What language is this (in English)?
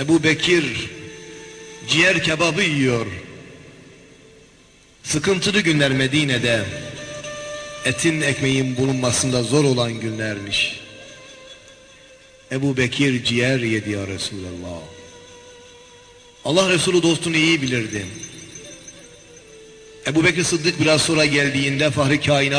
Turkish